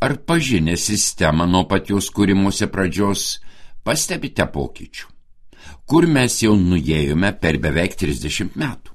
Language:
Lithuanian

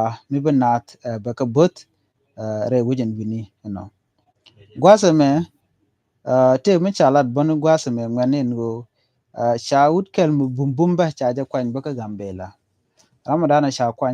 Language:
Nuer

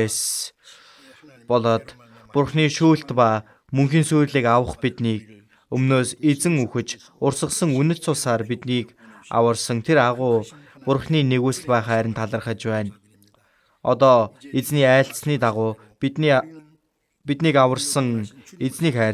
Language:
Mongolian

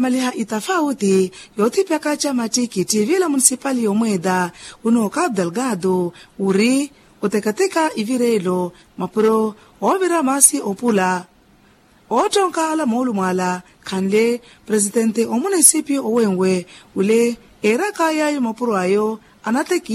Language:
Makhuwa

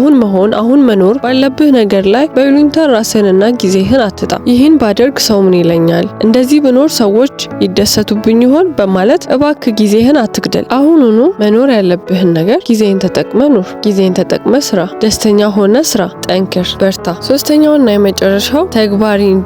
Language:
Amharic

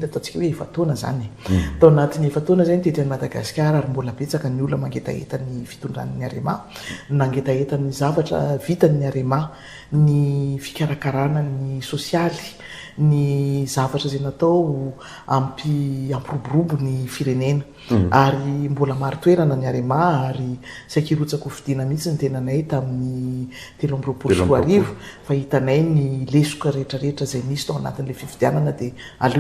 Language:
Malagasy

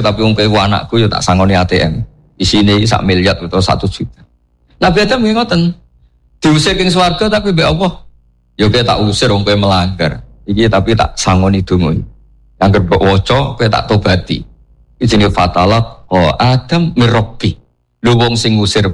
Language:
Javanese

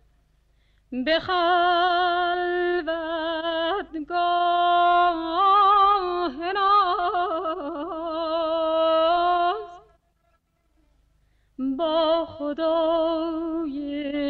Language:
Persian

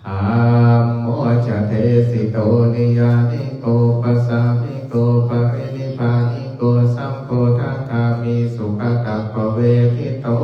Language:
Pali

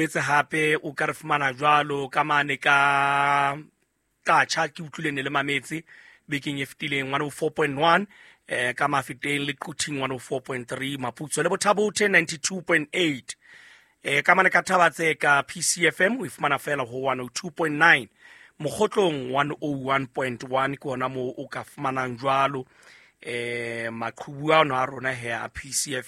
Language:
Southern Sotho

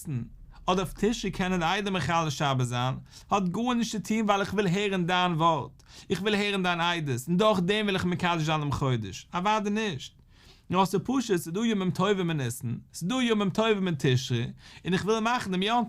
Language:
Yiddish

